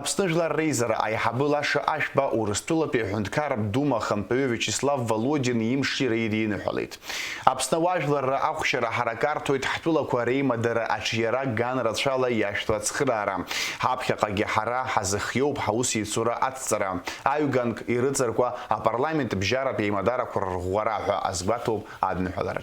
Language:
Abkhazian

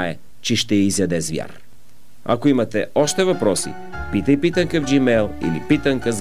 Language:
Bulgarian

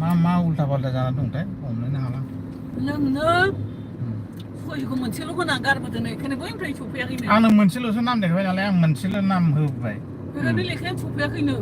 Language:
Bodo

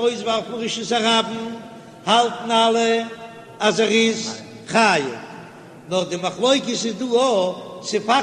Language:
Yiddish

